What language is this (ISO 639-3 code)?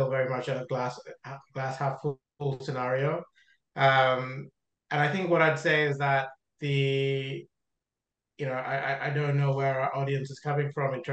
eng